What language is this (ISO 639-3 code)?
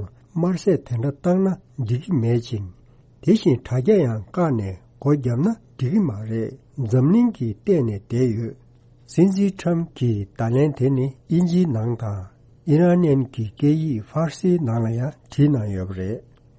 bod